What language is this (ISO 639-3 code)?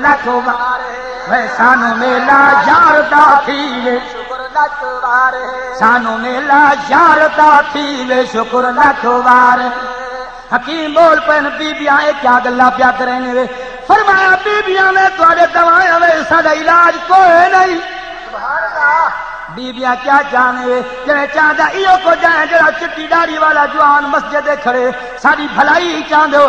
skr